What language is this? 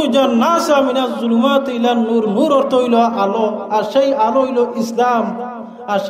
Sylheti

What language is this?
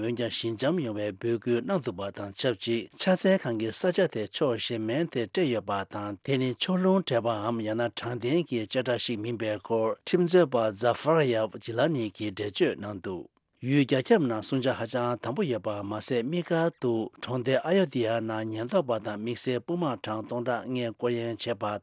Tibetan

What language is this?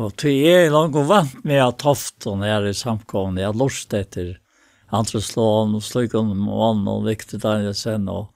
Faroese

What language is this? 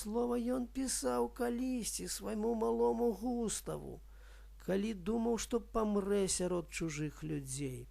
Belarusian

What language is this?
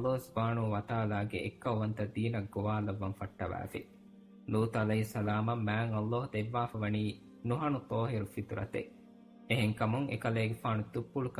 Divehi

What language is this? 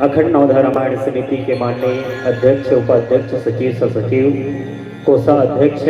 Chhattisgarhi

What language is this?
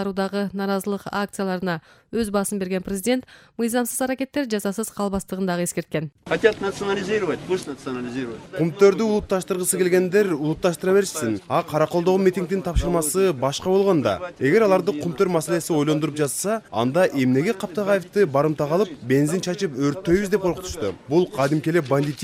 Kyrgyz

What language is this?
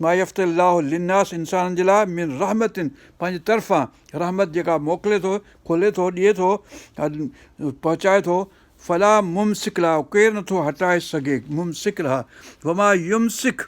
Sindhi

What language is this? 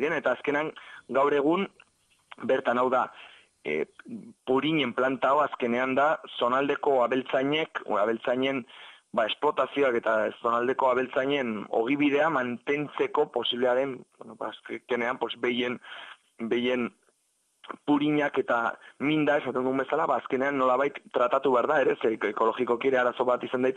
Basque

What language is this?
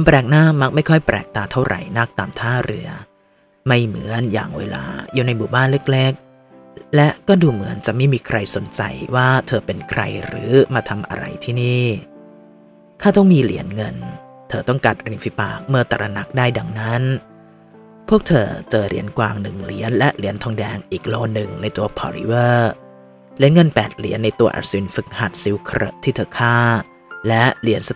Thai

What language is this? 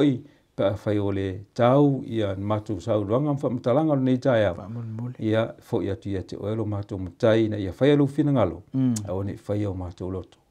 Samoan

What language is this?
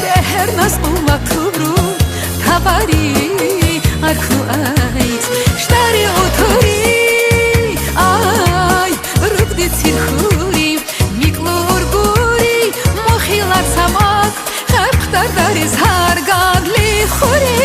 Tabassaran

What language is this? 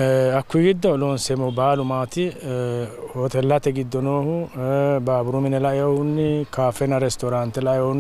Sidamo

